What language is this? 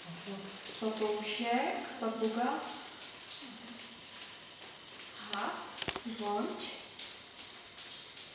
Czech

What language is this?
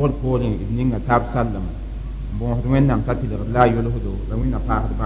Mossi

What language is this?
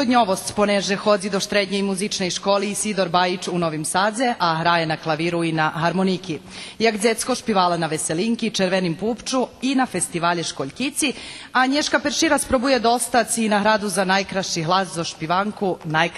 Rusyn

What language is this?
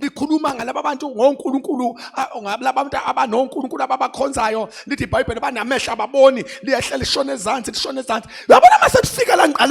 Zulu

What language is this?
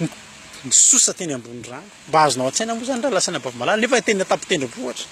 Malagasy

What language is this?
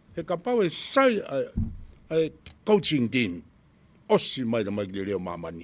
Tongan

